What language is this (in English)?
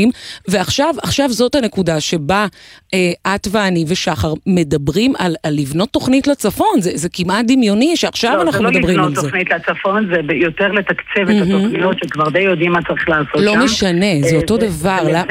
Hebrew